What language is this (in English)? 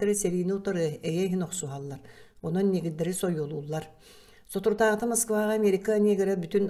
Yakut